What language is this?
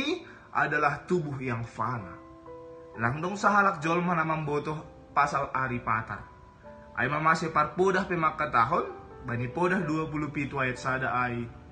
Batak Simalungun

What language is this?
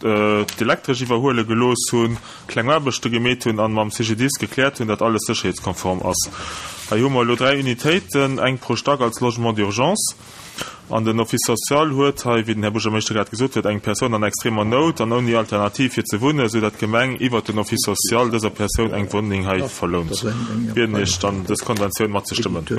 Luxembourgish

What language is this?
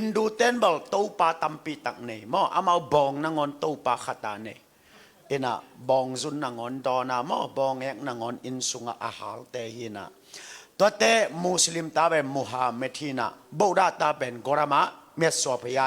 Tedim Chin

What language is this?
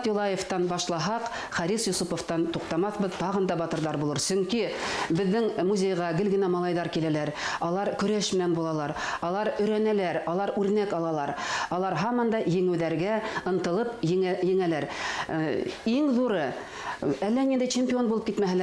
Bashkir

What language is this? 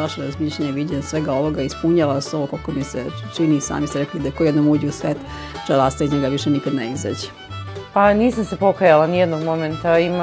Serbian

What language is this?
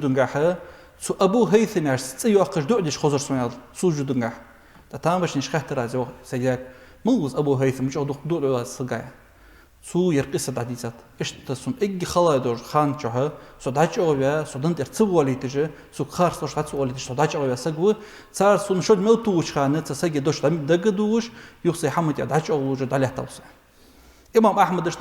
Ingush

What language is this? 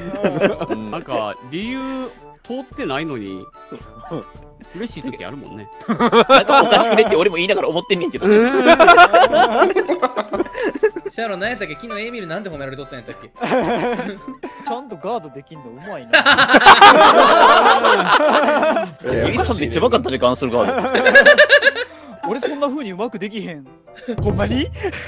Japanese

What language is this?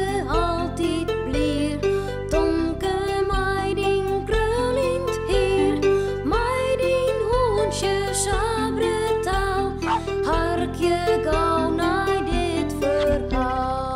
Western Frisian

